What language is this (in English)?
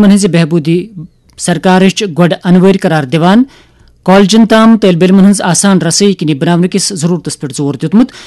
Kashmiri